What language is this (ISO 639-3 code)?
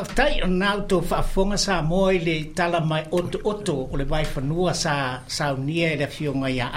smo